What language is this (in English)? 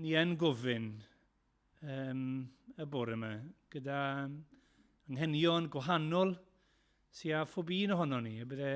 Welsh